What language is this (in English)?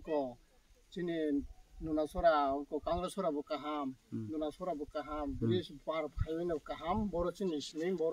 Kok Borok